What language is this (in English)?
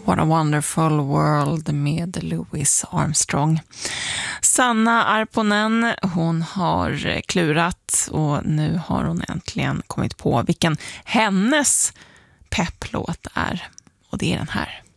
Swedish